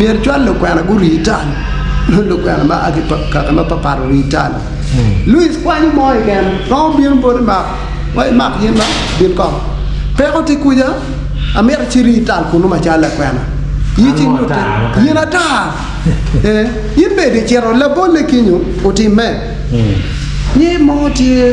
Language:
Acoli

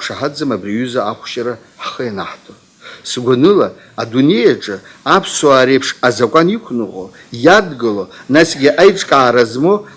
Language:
Abkhazian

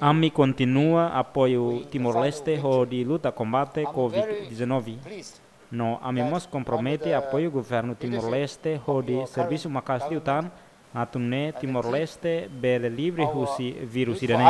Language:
Tetum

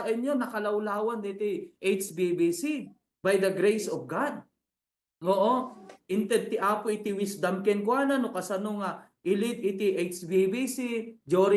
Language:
Iloko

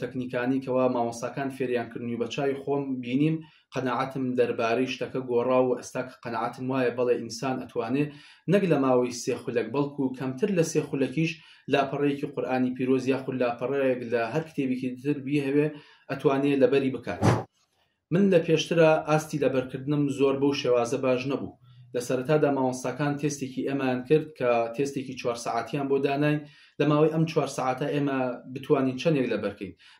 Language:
Central Kurdish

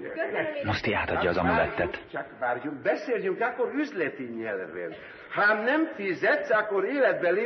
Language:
Hungarian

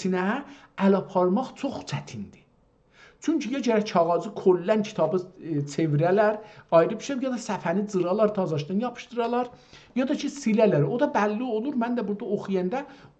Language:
South Azerbaijani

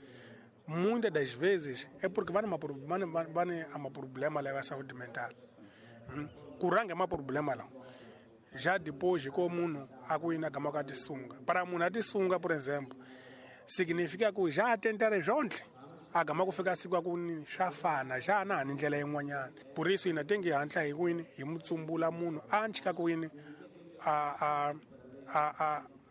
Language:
Tsonga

